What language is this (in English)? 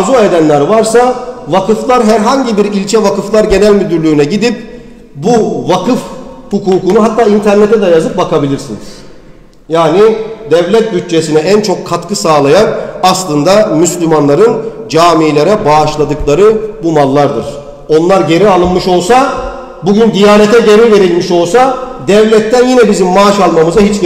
Turkish